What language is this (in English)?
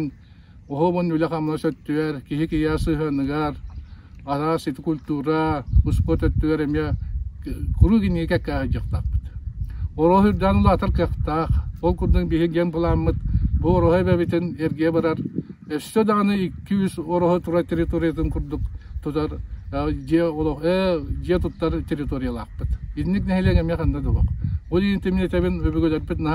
Yakut